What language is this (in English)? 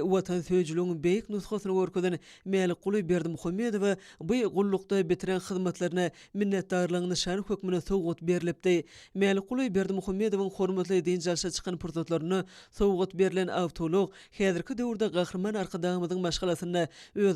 Turkmen